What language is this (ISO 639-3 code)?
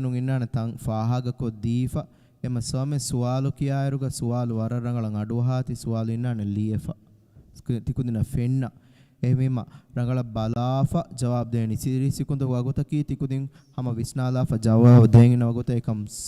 div